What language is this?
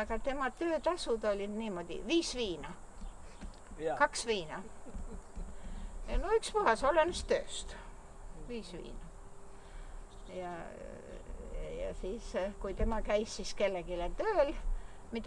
Estonian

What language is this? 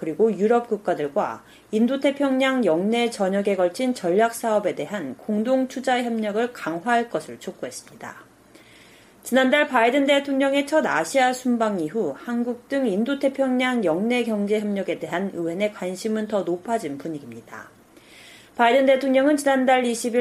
Korean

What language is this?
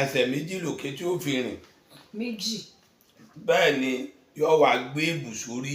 Yoruba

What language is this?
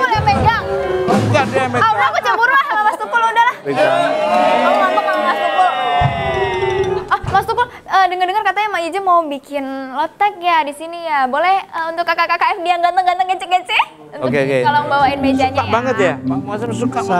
Indonesian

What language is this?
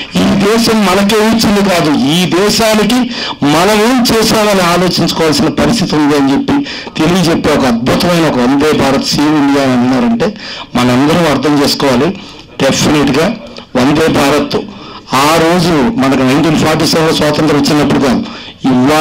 Telugu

